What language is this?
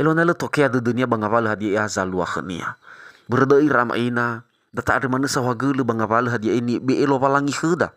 Nias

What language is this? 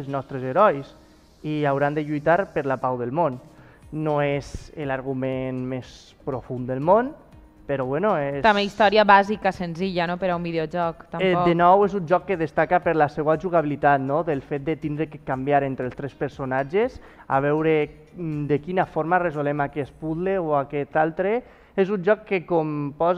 Catalan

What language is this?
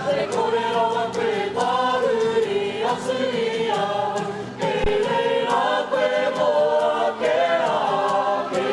Māori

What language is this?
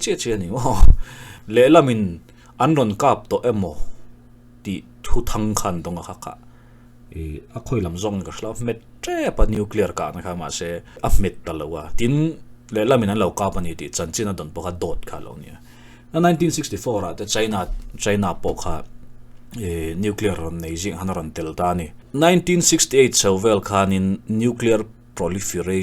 Mizo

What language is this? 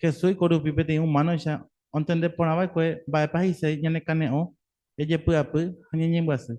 Guarani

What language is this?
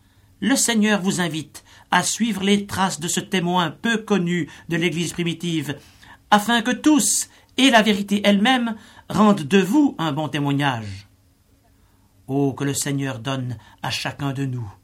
French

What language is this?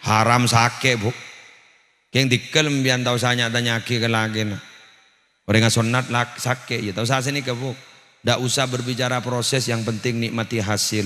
Madurese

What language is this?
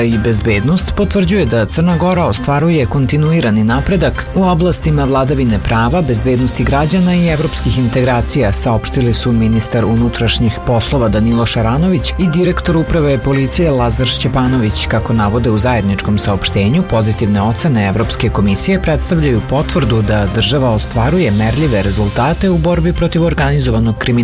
Serbian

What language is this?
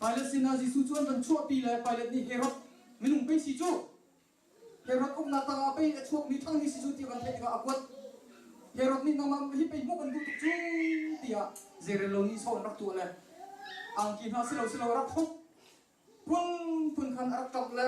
Hakha Chin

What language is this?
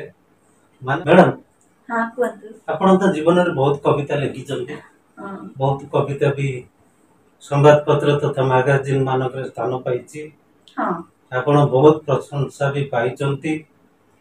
Odia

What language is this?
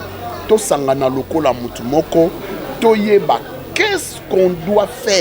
Lingala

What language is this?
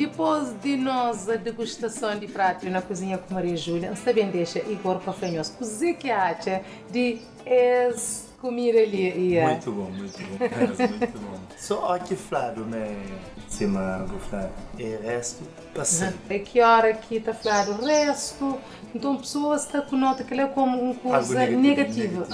Kabuverdianu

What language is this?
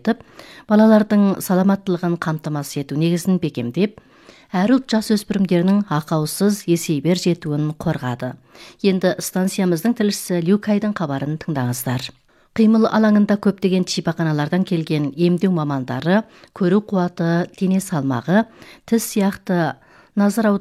Kazakh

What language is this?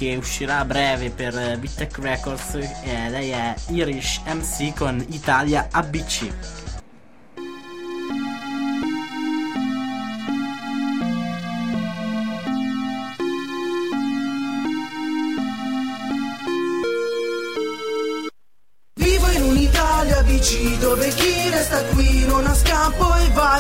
Italian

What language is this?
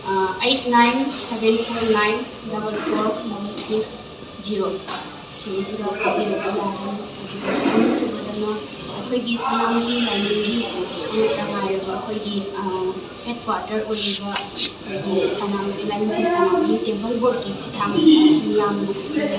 Manipuri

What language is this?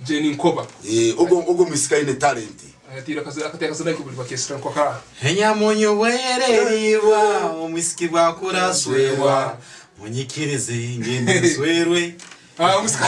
Tooro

